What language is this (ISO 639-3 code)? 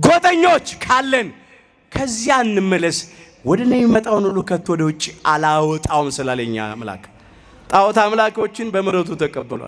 amh